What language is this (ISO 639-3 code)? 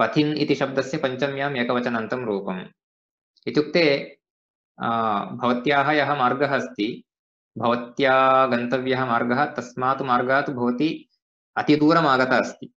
san